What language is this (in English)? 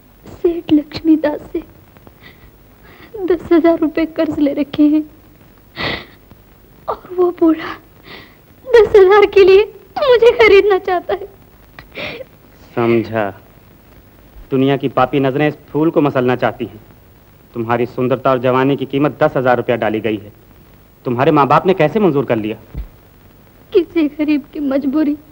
Hindi